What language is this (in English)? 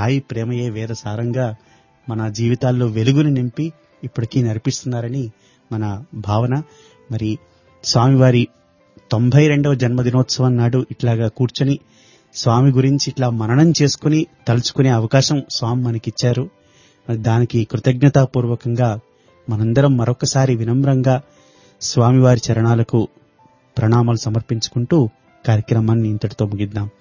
Telugu